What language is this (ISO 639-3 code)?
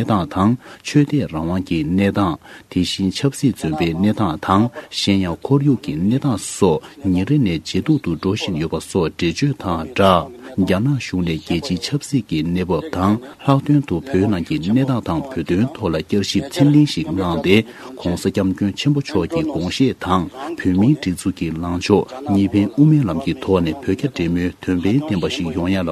bod